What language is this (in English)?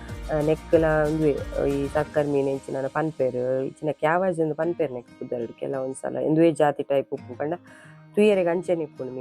Tulu